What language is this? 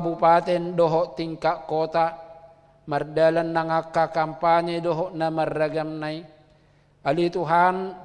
Batak Toba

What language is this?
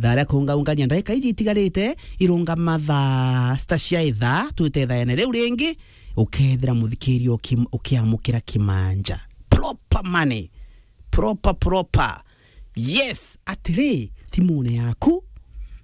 Meru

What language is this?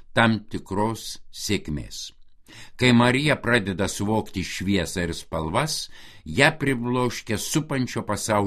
Lithuanian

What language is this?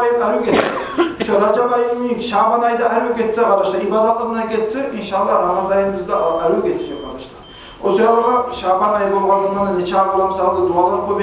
Kumyk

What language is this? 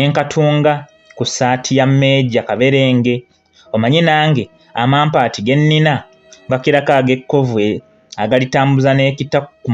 Ganda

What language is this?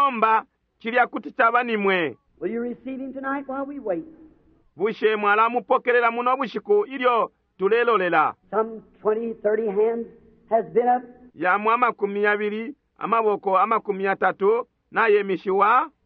Bemba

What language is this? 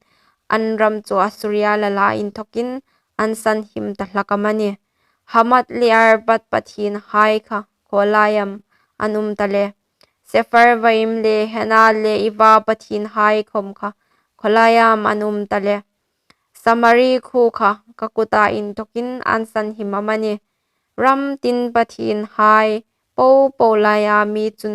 Hmar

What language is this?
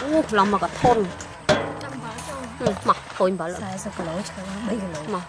Khmer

